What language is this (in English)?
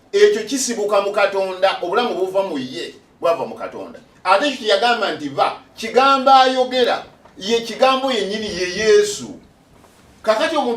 Ganda